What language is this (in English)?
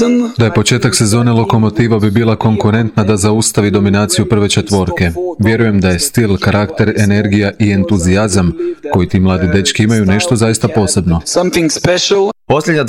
Croatian